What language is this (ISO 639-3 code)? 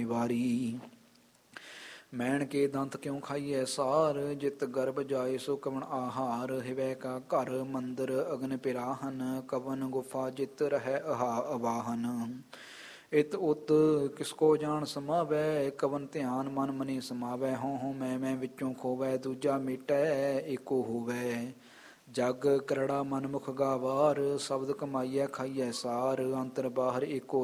pan